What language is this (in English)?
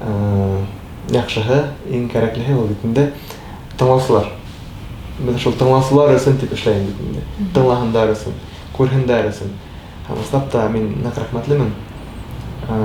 Bashkir